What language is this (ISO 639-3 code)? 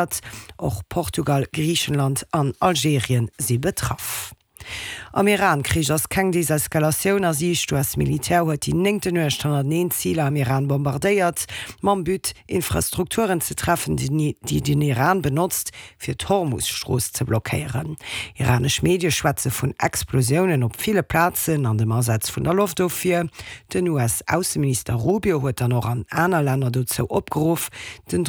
ltz